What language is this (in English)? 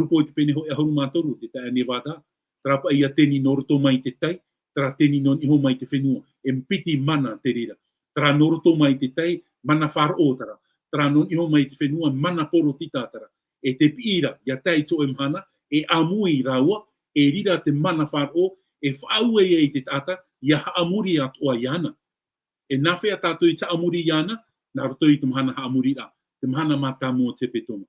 Tahitian